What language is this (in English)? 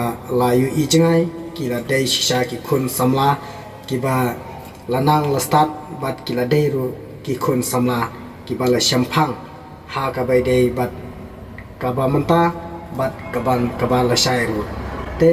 Khasi